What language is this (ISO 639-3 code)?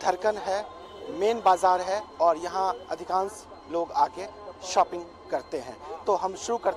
hin